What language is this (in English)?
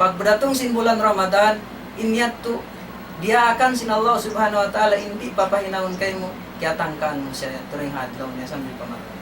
Tausug